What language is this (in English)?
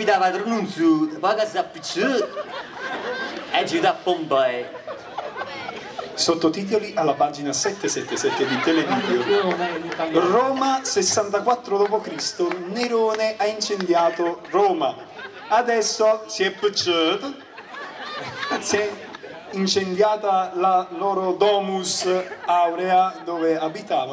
Italian